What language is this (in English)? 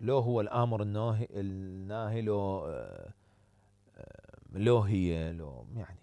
Mesopotamian Arabic